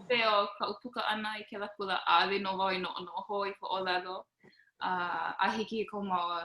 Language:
Hawaiian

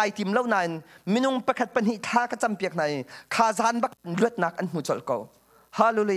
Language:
Hakha Chin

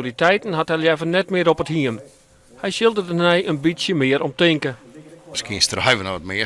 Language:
Western Frisian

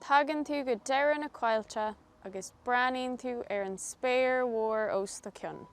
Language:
Irish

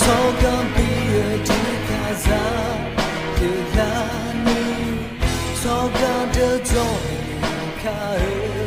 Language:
Akha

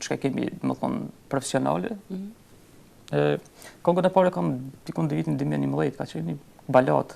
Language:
Albanian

